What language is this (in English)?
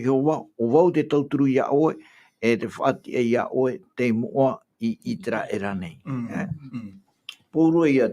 Tahitian